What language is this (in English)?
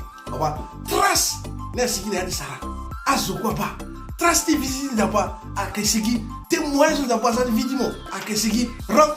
Sango